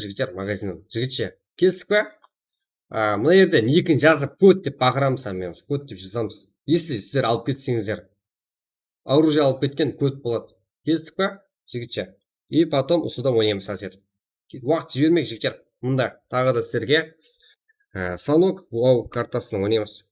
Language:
Kara-Kalpak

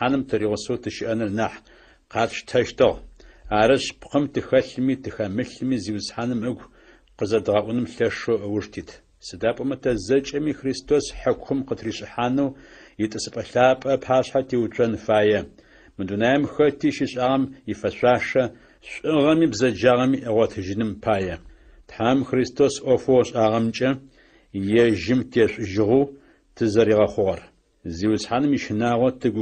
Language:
Adyghe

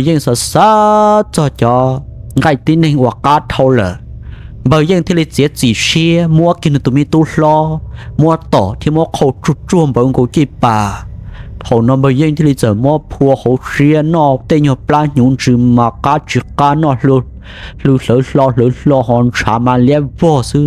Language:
Hmong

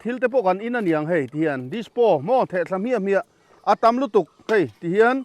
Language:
Mizo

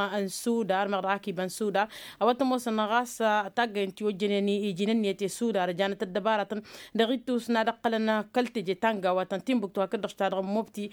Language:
Tamasheq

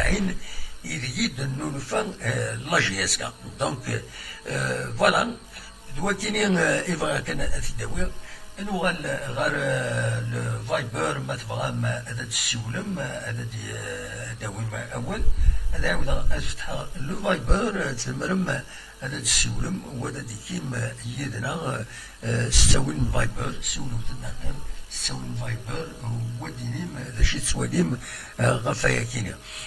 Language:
Kabyle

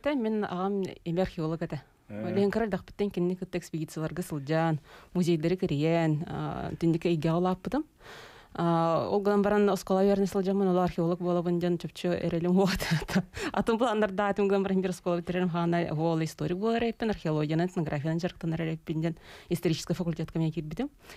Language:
Yakut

